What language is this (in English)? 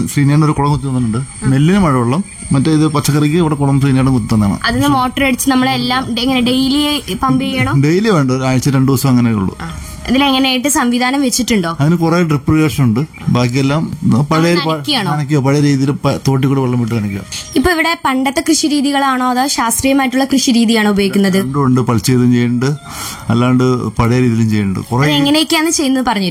Malayalam